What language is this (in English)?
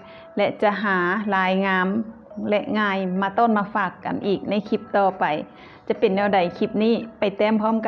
Lao